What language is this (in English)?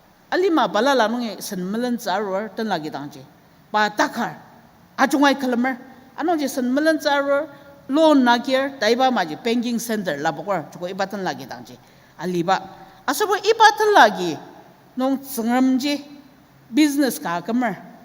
Ao Naga